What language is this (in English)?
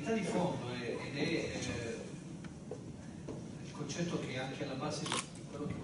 Italian